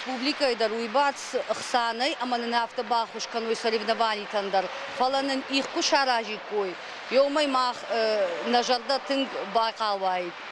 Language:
Ossetic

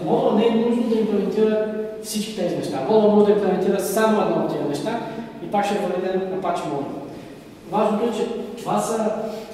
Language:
Bulgarian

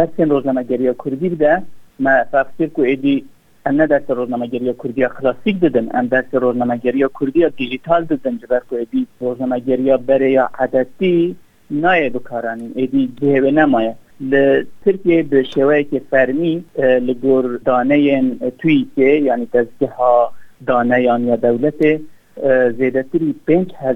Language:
Kurdish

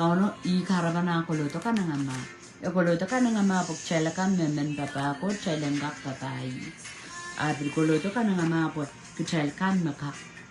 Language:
Pohnpeian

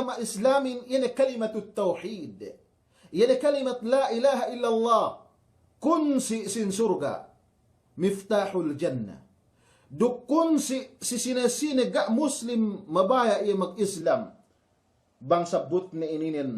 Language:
Yakan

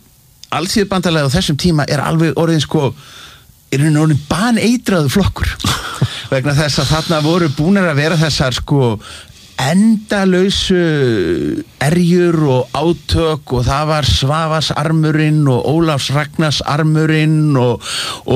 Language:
Icelandic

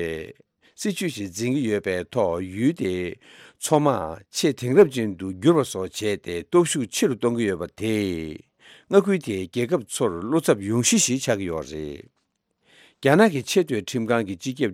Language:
Tibetan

